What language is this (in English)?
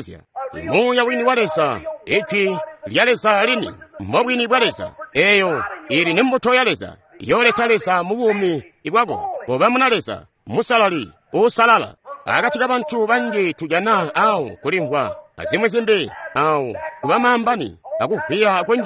Tonga (Zambia)